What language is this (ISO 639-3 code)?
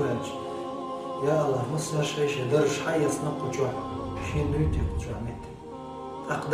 che